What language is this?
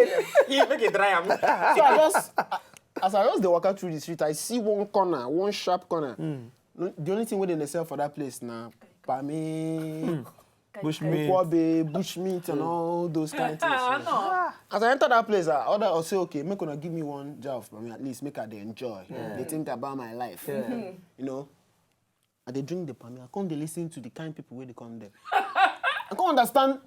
Nigerian Pidgin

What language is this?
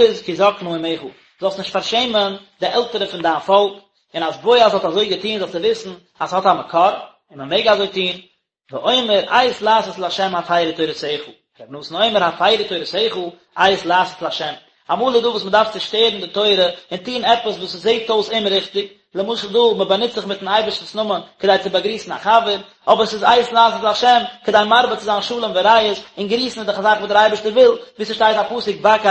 Yiddish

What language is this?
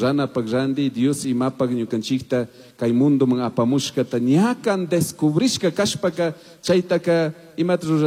Chimborazo Highland Quichua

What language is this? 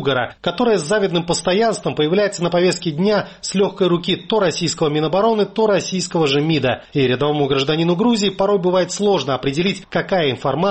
Russian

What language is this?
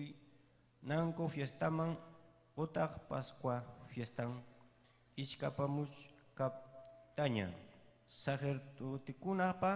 Ayacucho Quechua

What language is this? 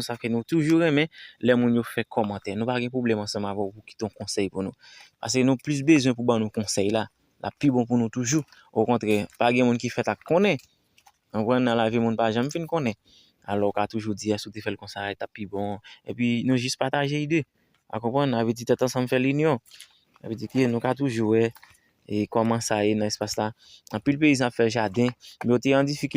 Haitian Creole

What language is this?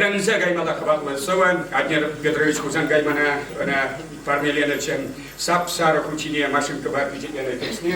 Chuvash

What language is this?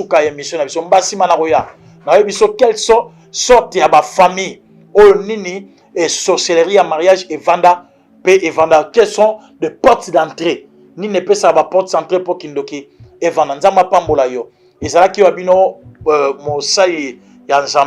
Lingala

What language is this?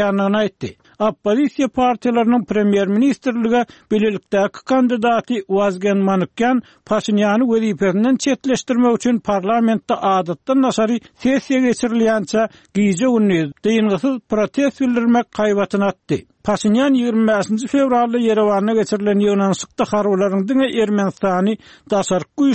Turkmen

